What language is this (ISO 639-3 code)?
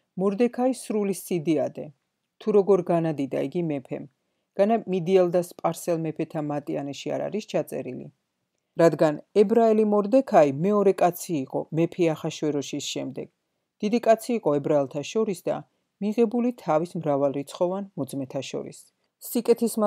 kat